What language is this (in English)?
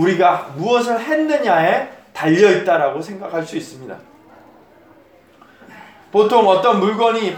Korean